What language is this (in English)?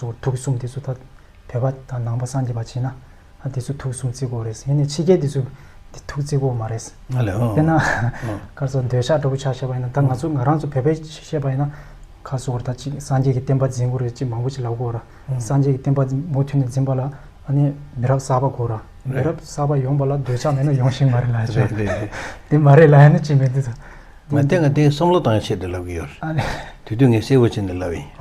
Tibetan